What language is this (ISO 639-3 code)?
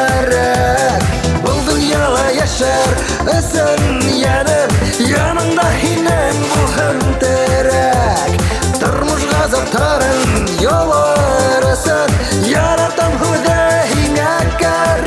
bak